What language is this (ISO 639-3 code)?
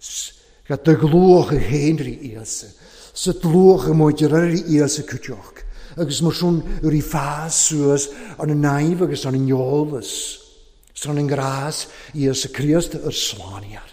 cym